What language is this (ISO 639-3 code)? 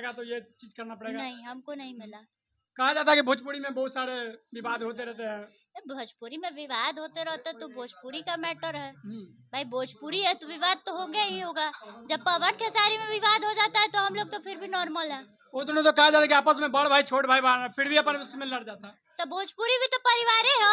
bho